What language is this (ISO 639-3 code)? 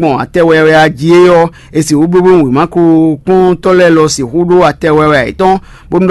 fon